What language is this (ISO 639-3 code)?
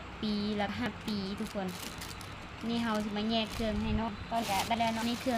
lao